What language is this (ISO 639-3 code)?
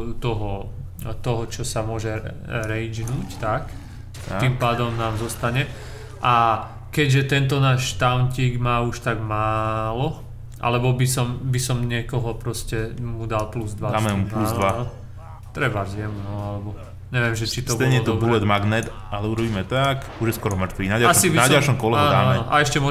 slk